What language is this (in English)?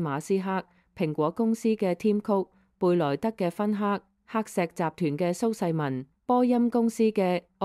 Cantonese